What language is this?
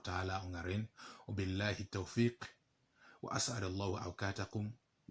Teso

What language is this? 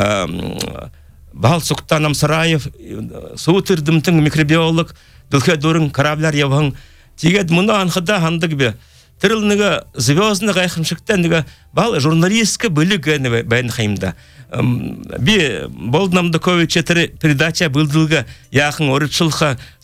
Buriat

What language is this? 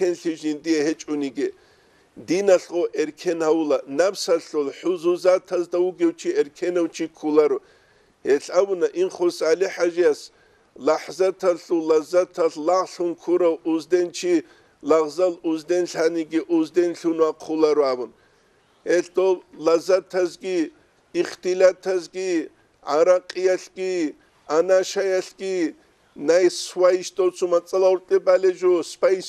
Avaric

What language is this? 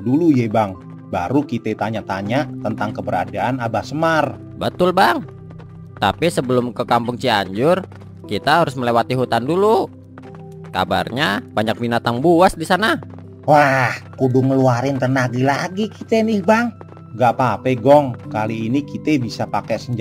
Betawi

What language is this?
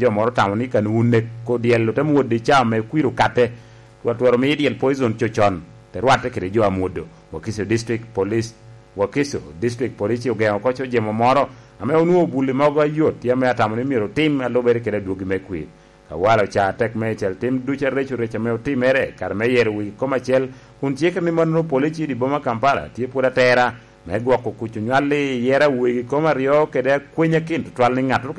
Lango (Uganda)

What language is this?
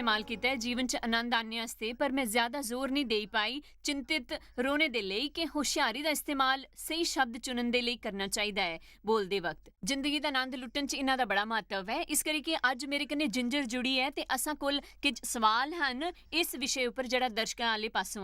Dogri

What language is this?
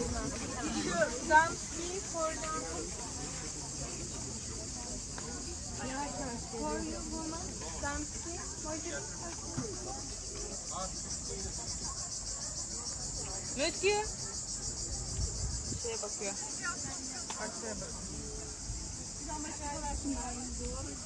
Turkish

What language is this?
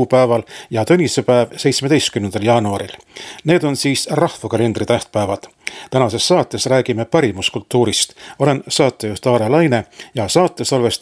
Estonian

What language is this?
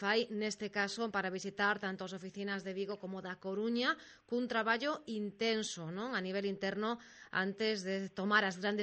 Galician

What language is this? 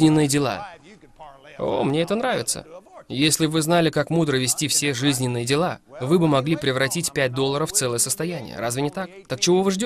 Russian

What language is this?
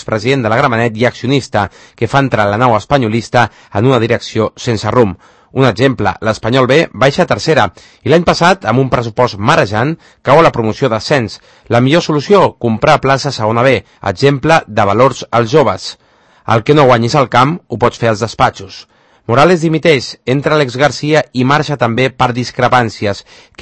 Catalan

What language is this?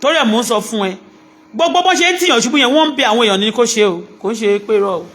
Yoruba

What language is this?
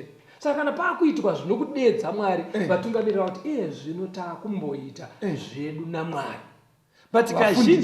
Shona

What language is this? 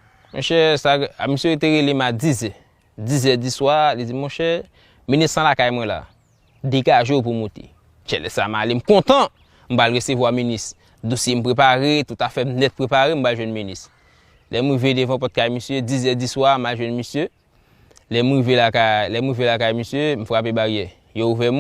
Haitian Creole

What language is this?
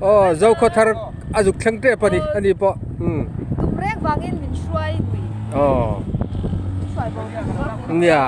Mizo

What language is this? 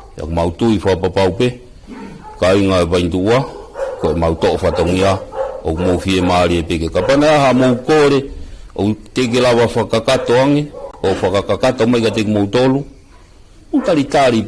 Tongan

